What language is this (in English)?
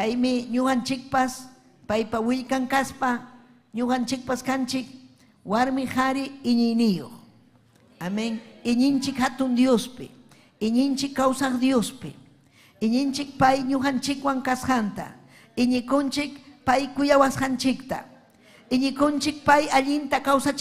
Ayacucho Quechua